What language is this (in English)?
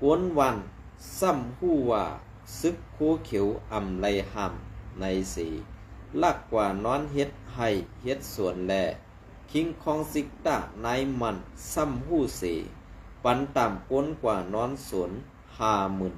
Shan